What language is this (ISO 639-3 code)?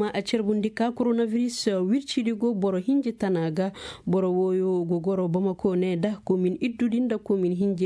ses